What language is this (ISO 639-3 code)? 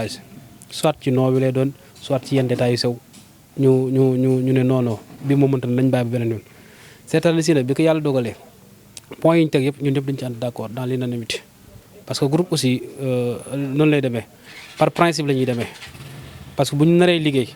wol